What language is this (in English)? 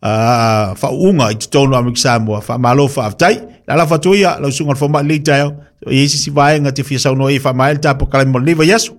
Samoan